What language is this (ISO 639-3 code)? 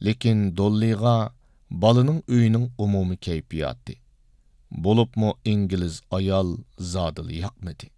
uig